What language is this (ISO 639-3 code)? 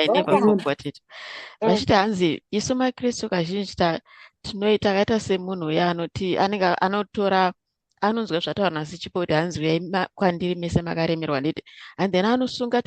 sna